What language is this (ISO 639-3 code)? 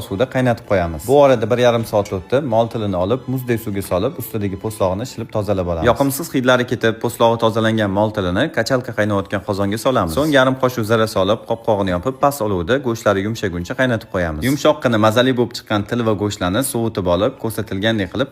uzb